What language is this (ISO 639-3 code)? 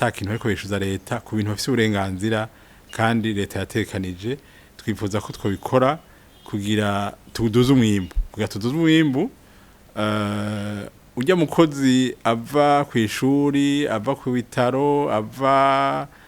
run